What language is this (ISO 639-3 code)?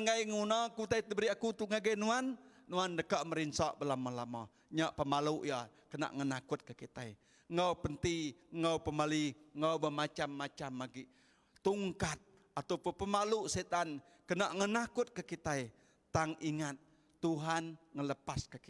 iba